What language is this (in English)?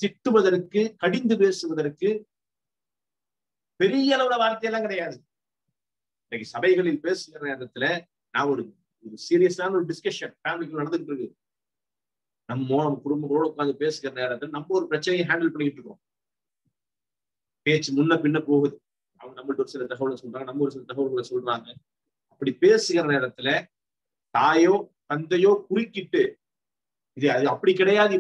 Tamil